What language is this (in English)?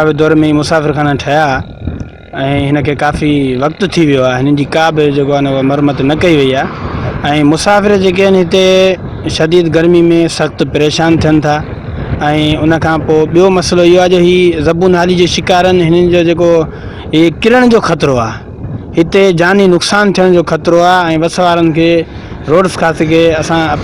Sindhi